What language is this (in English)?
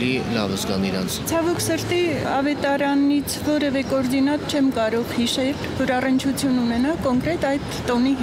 Armenian